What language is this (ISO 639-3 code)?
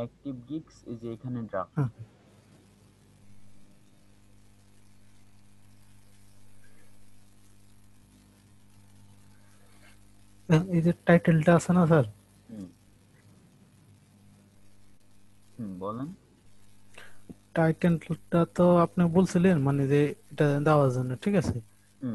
ben